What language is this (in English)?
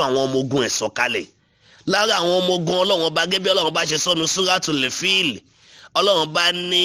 Yoruba